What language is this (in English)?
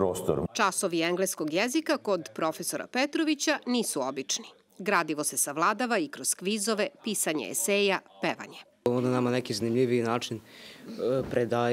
Serbian